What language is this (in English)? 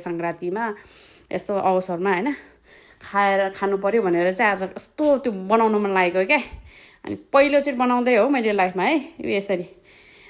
Nepali